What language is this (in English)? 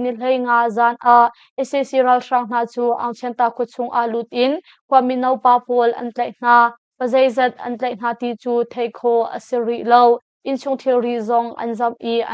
Hakha Chin